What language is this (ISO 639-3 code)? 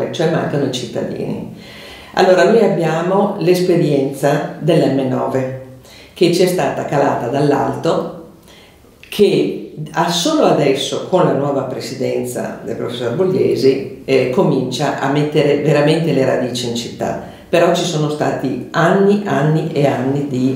ita